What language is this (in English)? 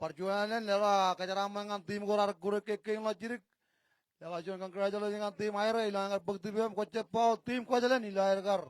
Marshallese